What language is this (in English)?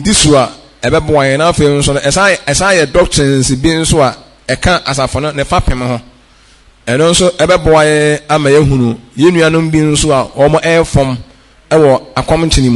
Akan